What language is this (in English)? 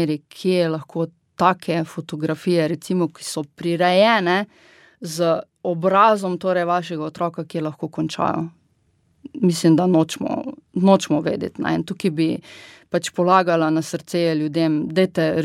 Slovenian